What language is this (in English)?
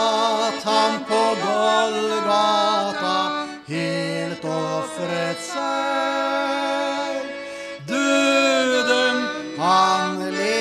Norwegian